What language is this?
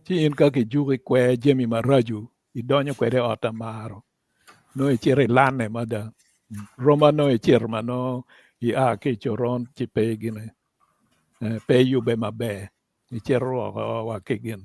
Acoli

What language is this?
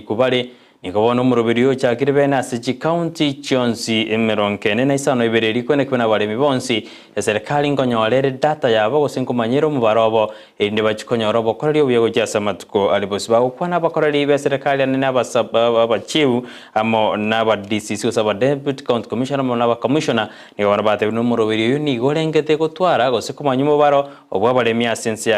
Gusii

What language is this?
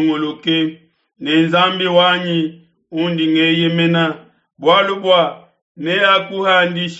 Luba-Lulua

